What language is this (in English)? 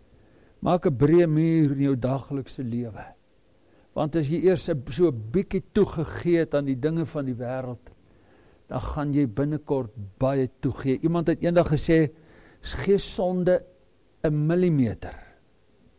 Afrikaans